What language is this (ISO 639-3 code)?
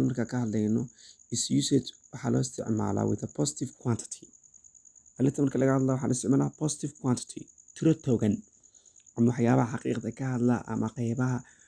som